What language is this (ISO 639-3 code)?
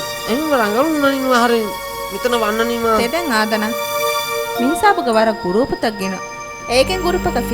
div